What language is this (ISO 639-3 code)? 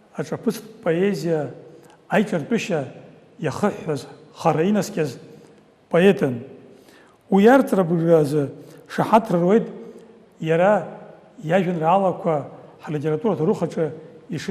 abk